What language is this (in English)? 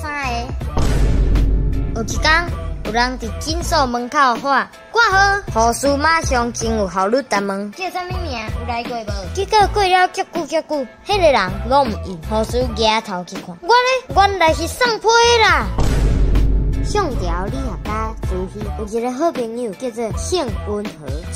Min Nan Chinese